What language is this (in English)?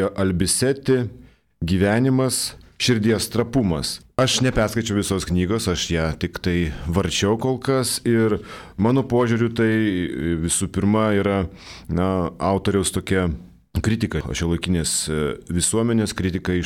Lithuanian